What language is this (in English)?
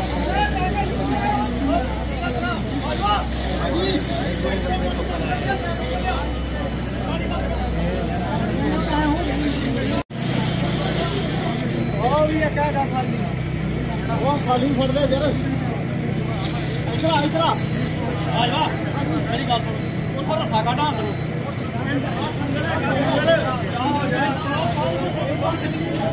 Punjabi